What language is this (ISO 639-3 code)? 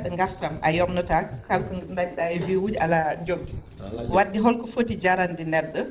ful